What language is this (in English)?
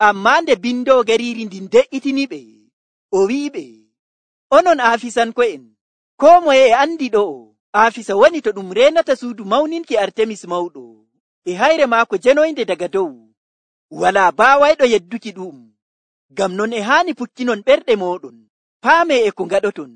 Nigerian Fulfulde